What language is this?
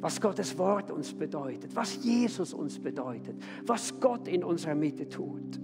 Swiss German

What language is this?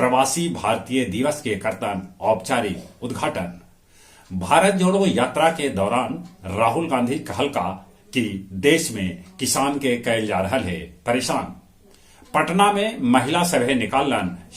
Magahi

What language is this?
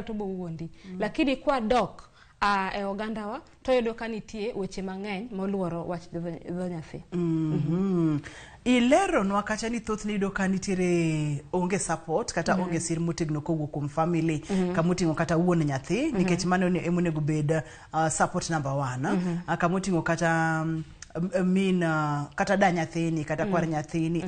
Luo (Kenya and Tanzania)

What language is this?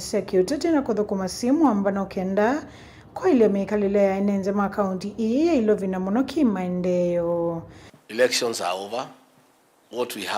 Kamba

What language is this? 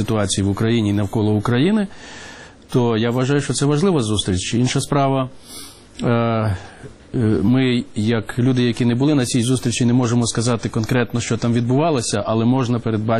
Ukrainian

